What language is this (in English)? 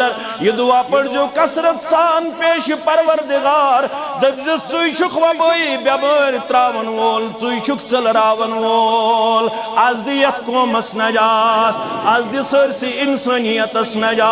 Kashmiri